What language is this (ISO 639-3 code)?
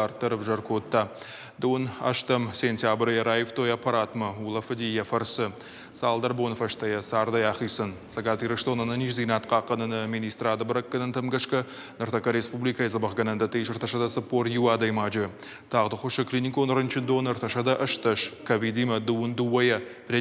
oss